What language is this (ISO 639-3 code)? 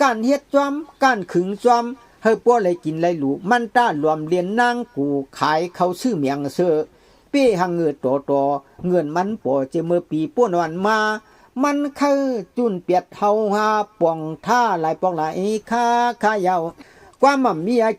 shn